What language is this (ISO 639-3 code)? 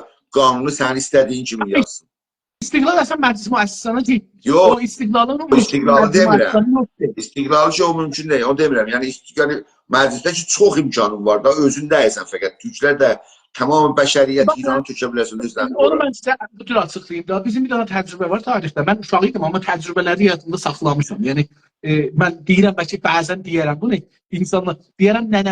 azb